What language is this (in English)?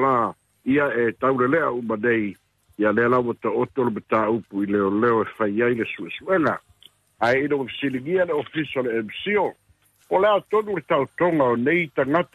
Samoan